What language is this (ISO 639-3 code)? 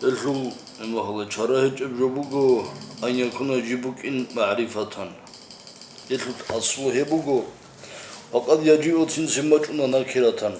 ava